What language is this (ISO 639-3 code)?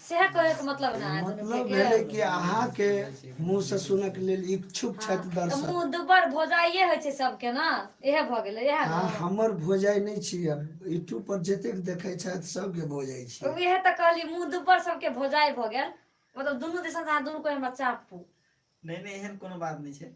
mai